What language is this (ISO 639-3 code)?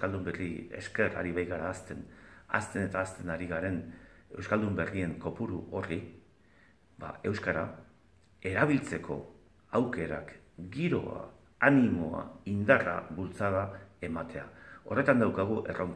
eus